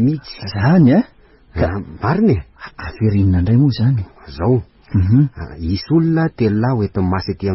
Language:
Malagasy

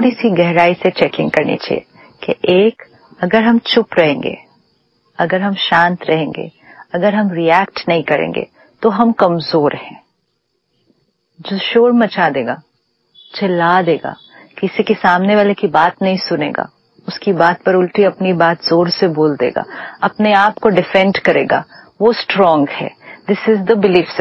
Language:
Hindi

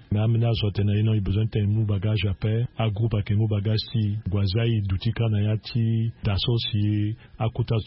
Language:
Sango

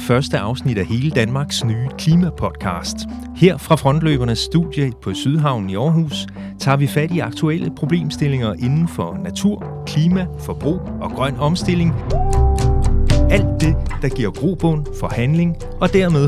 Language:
Danish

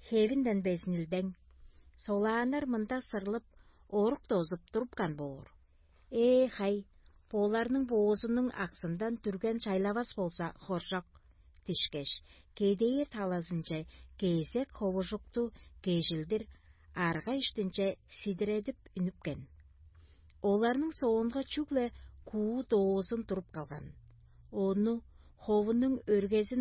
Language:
Tuvinian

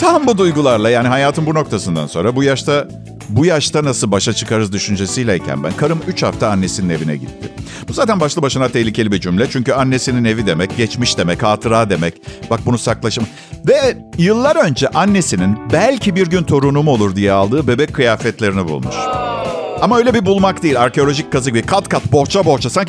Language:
Turkish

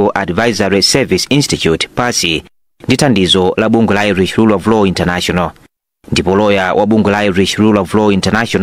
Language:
Nyanja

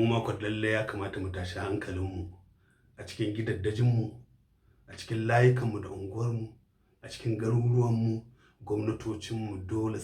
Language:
Hausa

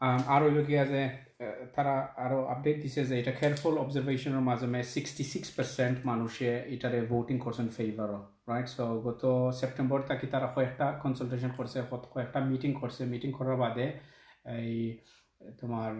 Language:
Sylheti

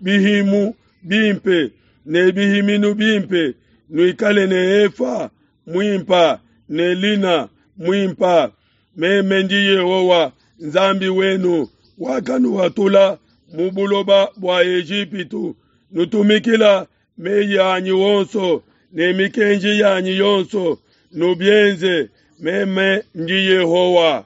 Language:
Luba-Lulua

